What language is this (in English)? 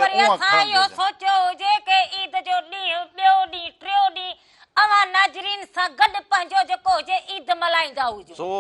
Sindhi